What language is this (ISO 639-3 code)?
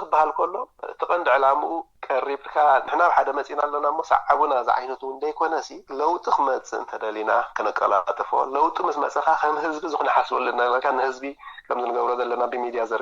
tir